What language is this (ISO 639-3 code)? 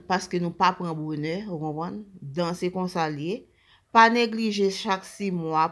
hat